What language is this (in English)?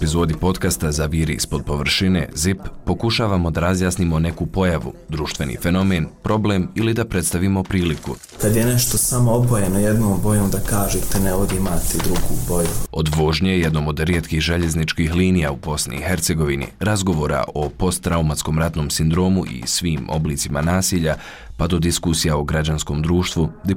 Bosnian